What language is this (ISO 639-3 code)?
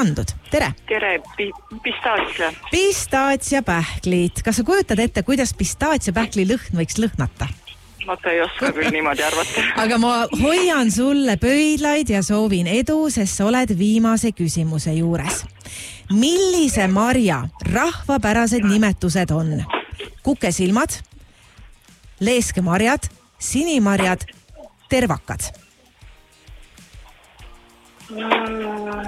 est